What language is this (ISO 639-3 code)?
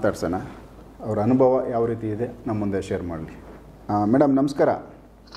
kan